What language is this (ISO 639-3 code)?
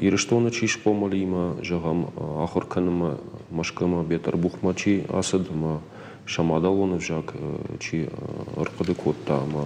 oss